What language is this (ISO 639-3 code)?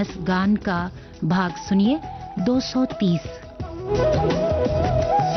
hin